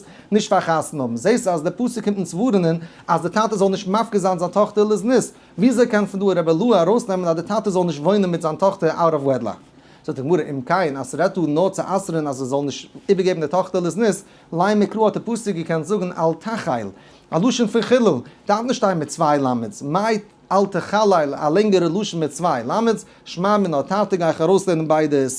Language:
Yiddish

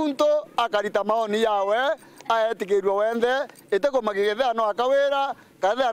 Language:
Meru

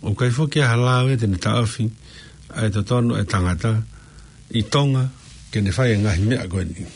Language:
Tongan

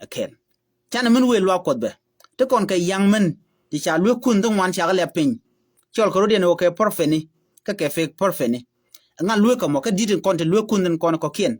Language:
Nuer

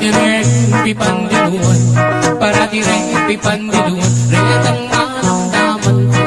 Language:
Pampanga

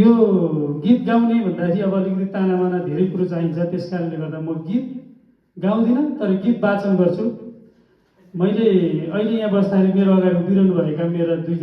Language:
Nepali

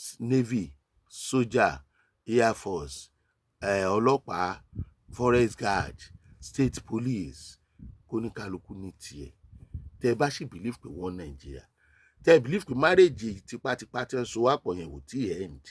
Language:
Yoruba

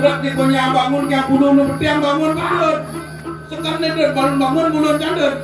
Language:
Balinese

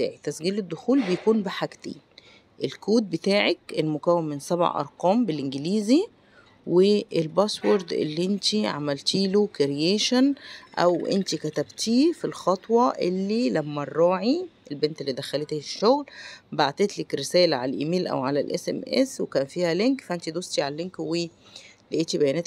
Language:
Egyptian Arabic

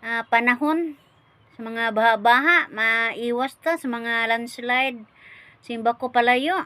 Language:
Cebuano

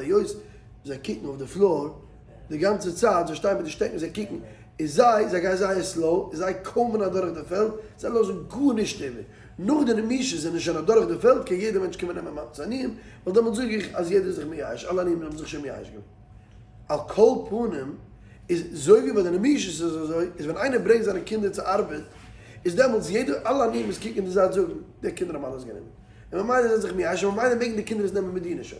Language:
Yiddish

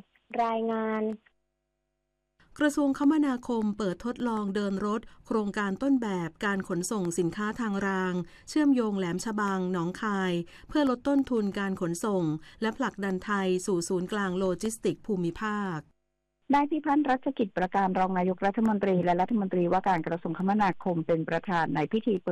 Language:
Thai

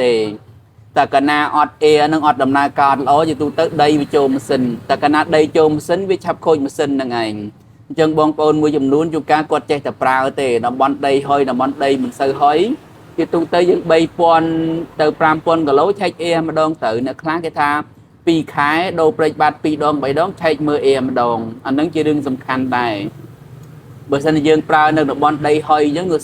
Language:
Khmer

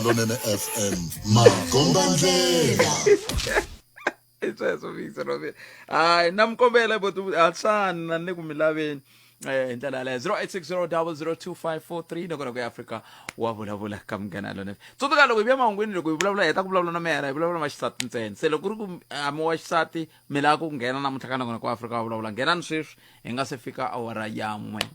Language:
Tsonga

